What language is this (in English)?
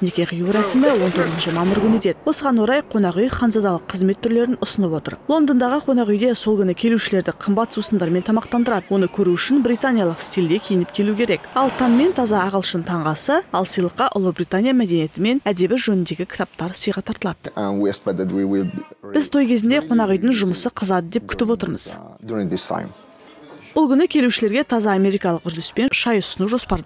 Kazakh